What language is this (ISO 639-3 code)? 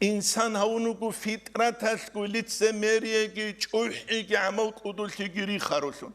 ava